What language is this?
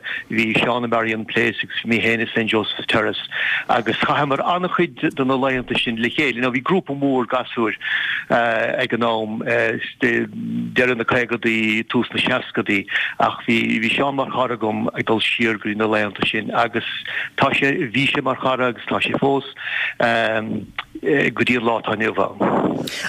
Irish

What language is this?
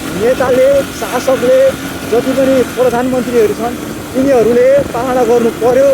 Nepali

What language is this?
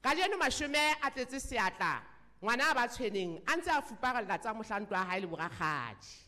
Southern Sotho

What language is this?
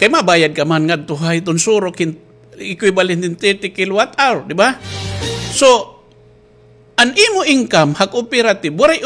Waray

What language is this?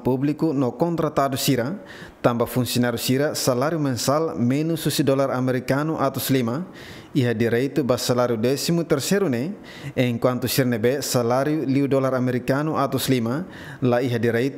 Tetum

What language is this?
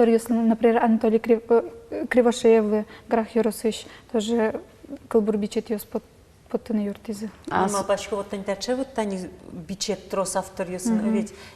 Udmurt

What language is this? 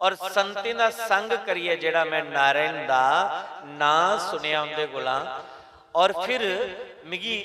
Dogri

